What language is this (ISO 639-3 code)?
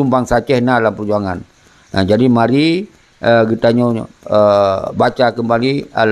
ace